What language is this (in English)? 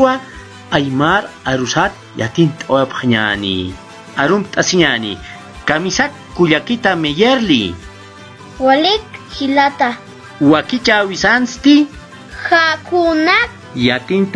Aymara